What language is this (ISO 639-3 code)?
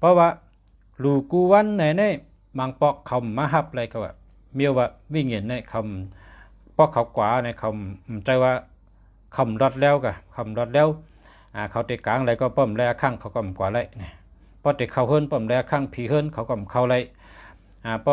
shn